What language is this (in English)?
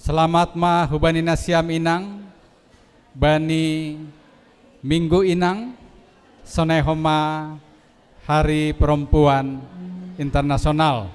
Batak Simalungun